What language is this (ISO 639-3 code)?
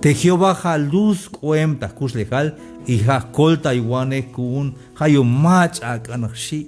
tzh